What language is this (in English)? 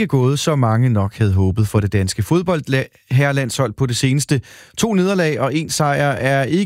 Danish